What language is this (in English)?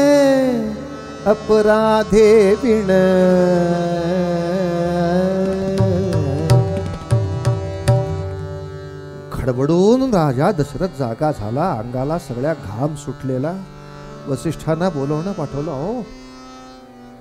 Marathi